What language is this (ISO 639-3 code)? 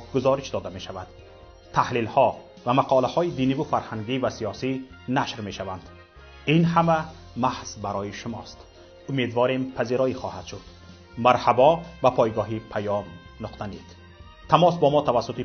tgk